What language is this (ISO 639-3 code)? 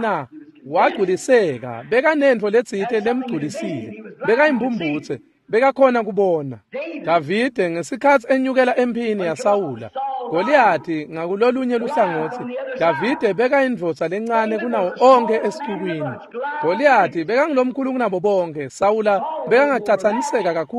ssw